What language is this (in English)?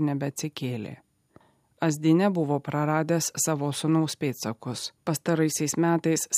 Lithuanian